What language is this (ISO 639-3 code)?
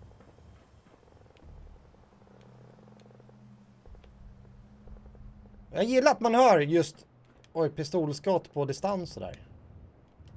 swe